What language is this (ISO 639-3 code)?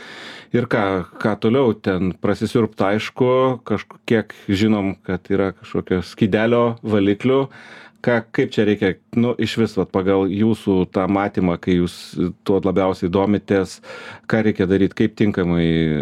lit